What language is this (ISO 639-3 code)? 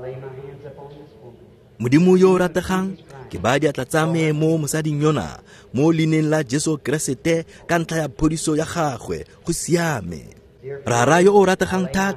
tsn